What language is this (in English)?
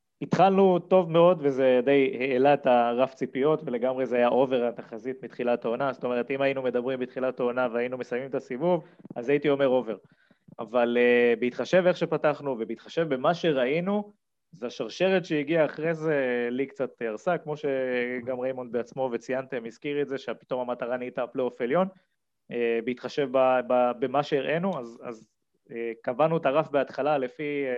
Hebrew